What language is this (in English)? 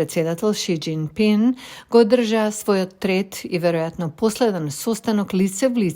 Macedonian